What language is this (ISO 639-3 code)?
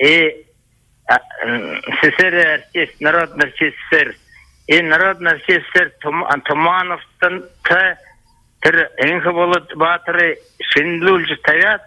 bua